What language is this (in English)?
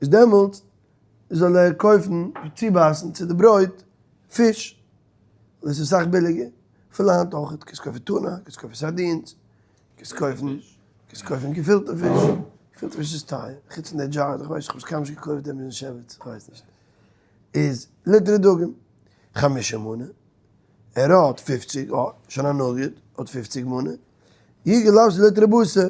Yiddish